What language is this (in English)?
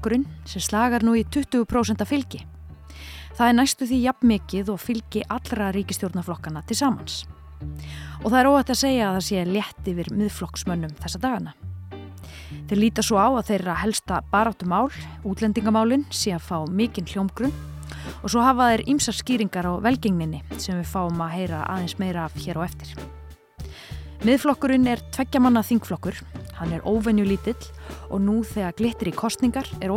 Icelandic